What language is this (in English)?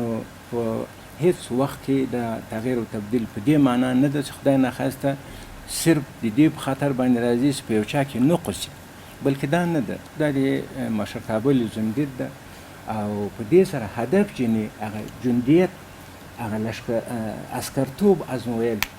Pashto